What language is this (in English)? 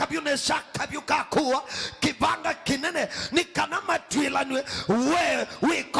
Kamba